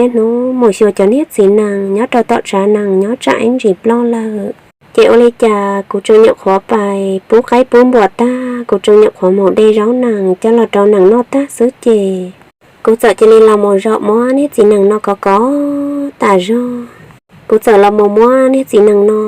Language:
Hmong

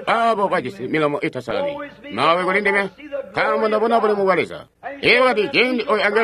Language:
Tonga (Zambia)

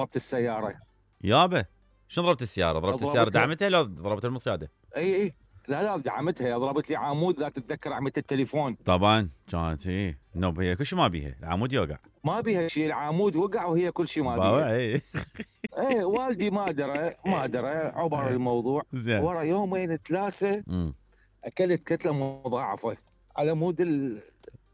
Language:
Mesopotamian Arabic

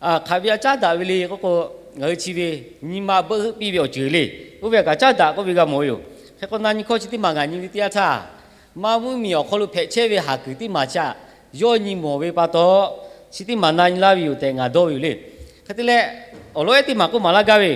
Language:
Lahu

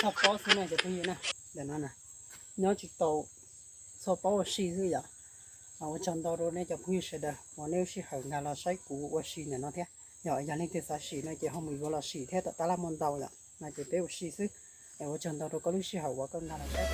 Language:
Hmong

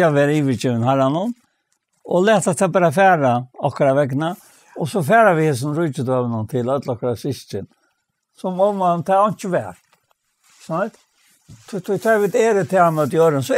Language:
Faroese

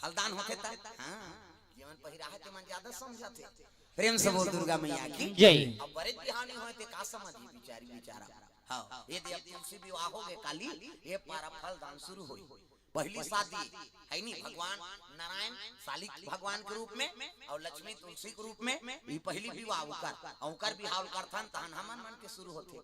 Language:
Chhattisgarhi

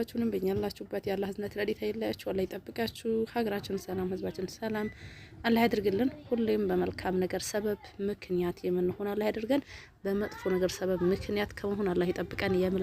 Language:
Amharic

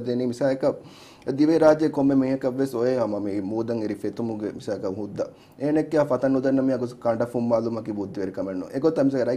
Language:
Divehi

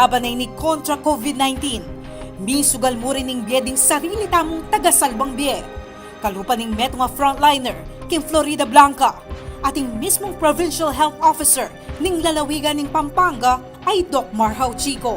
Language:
Pampanga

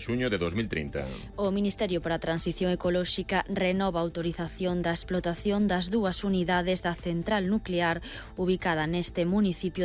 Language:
Galician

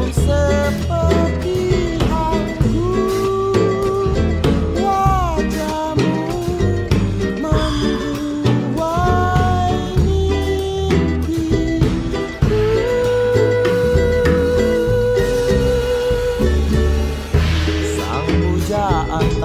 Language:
Indonesian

